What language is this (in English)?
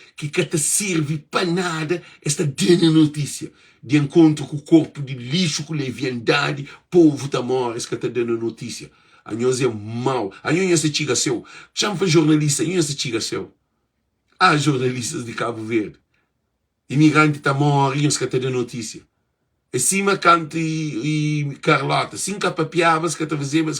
Kabuverdianu